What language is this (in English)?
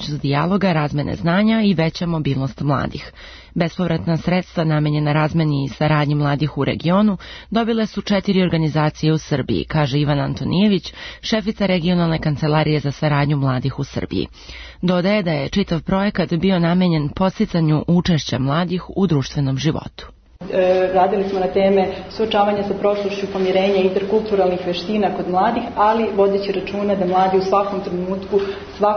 Serbian